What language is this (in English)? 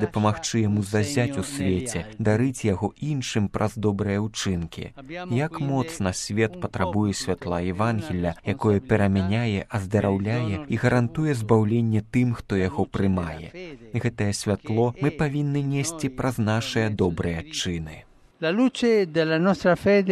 Belarusian